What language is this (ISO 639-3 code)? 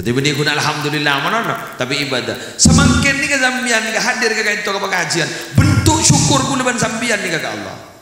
mad